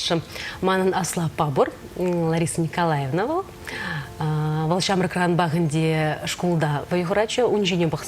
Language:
Chuvash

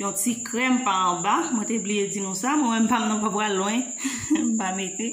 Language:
Haitian Creole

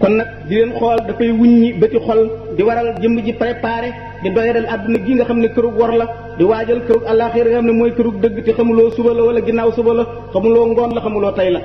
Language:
Wolof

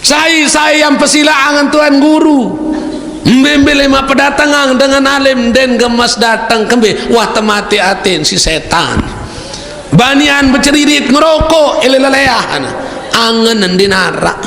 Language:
Sasak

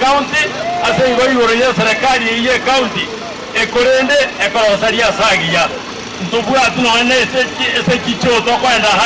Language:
Gusii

